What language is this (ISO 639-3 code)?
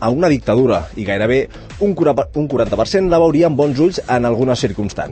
cat